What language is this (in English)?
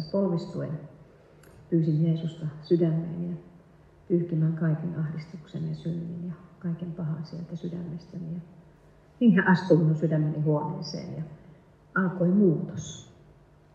Finnish